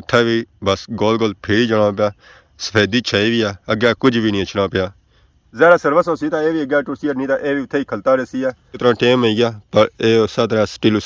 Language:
Pahari-Potwari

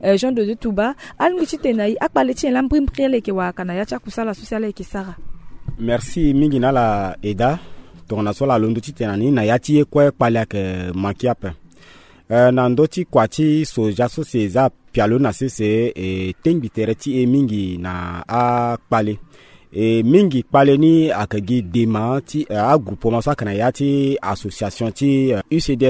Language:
Sango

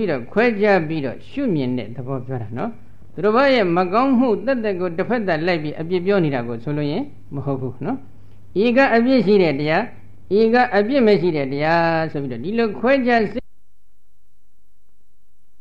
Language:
Burmese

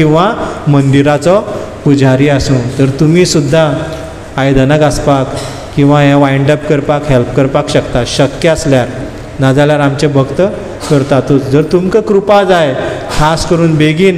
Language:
Konkani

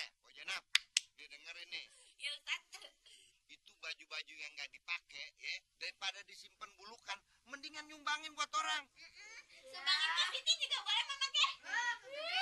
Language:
Betawi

